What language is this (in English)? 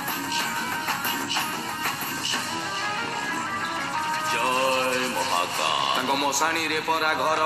Odia